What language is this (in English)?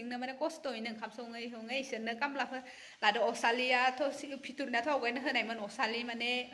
Bodo